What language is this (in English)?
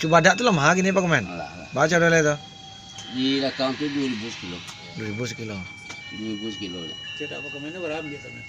Minangkabau